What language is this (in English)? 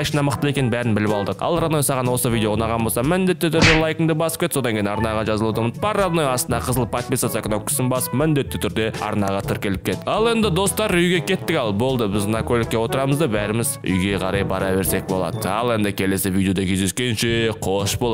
Kazakh